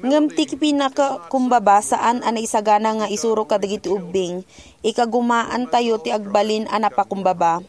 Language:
Iloko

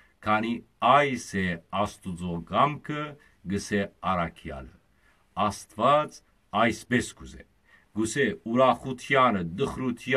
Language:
Western Armenian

